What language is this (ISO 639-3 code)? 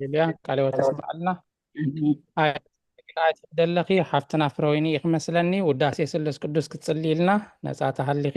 tir